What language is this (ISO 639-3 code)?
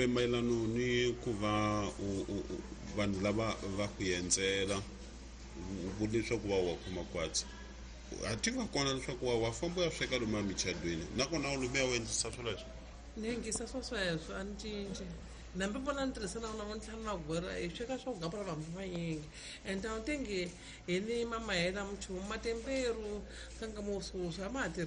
tso